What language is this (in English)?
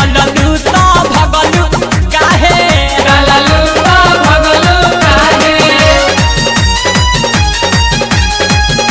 Bhojpuri